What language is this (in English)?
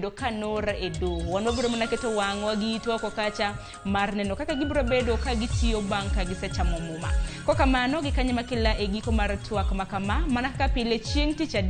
Luo (Kenya and Tanzania)